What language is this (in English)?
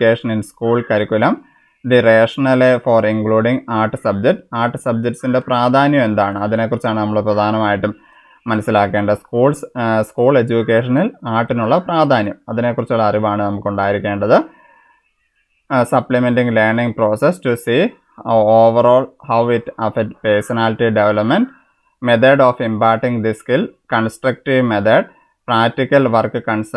Malayalam